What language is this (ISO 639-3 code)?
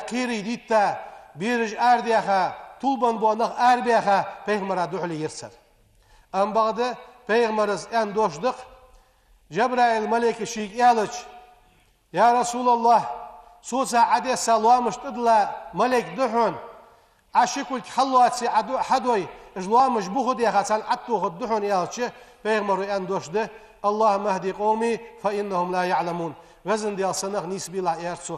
inh